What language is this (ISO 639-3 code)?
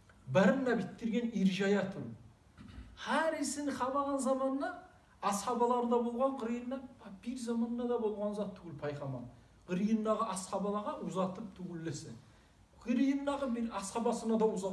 kum